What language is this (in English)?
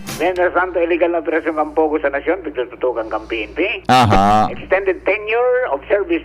Bikol